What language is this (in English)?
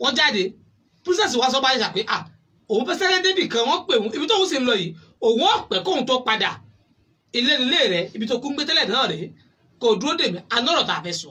Yoruba